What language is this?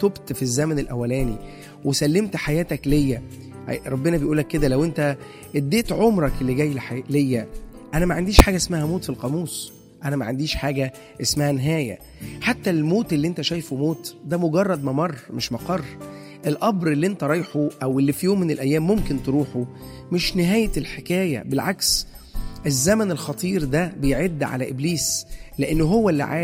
Egyptian Arabic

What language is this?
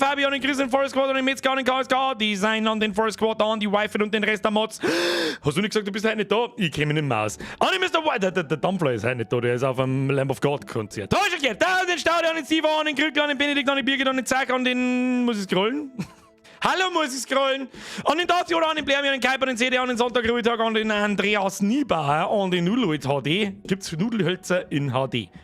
Bavarian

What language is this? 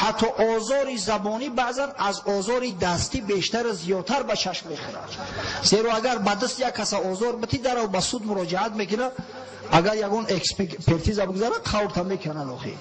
Tajik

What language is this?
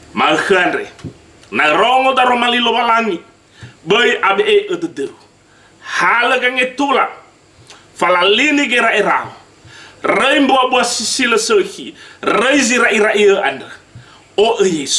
Nias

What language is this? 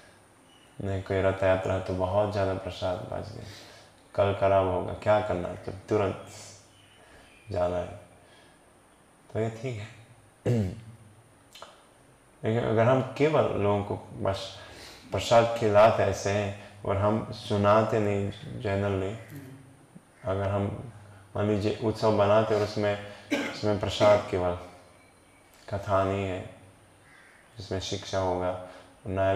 Hindi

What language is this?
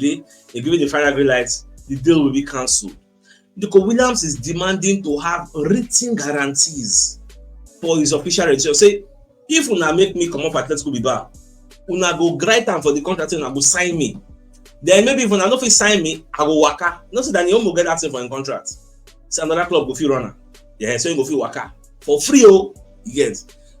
Nigerian Pidgin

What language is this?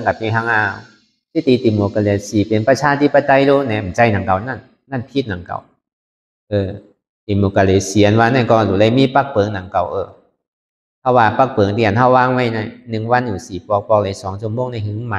Shan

